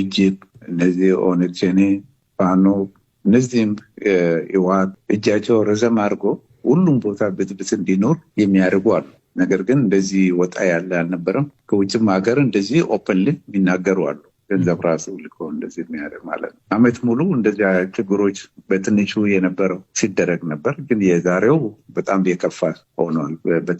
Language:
Amharic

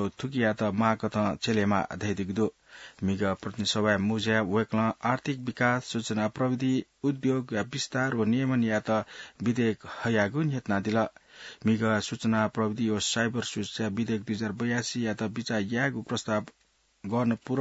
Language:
Newari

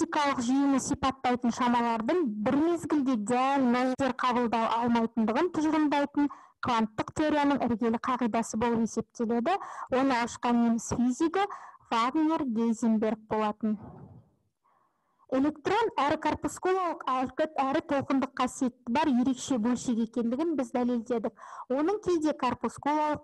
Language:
Kazakh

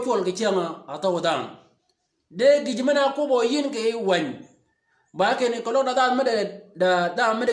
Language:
Shilluk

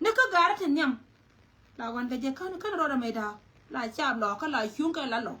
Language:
Nuer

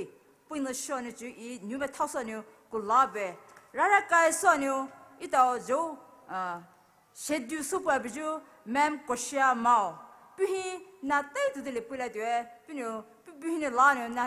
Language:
Poumei Naga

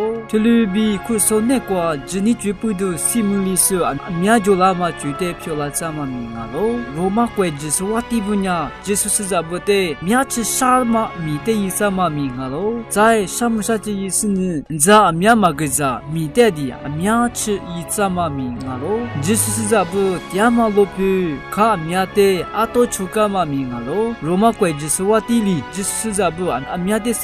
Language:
Lisu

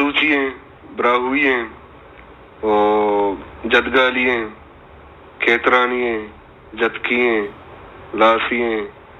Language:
Baluchi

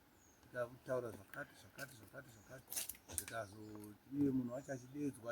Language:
Shona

